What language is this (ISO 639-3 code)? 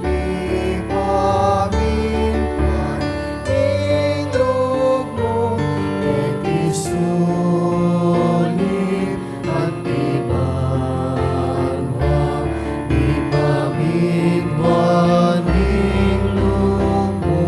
pam